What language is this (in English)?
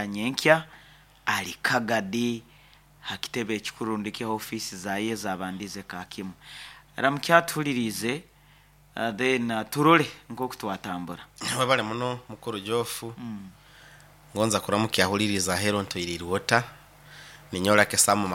Nyoro